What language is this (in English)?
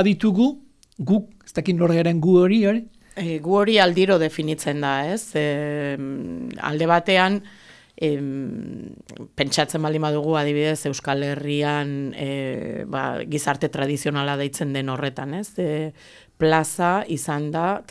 Basque